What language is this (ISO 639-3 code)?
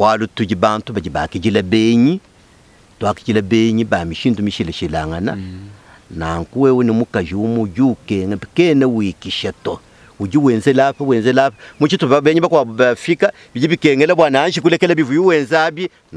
lua